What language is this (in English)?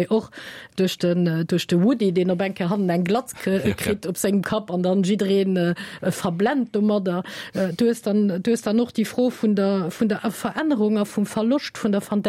Luxembourgish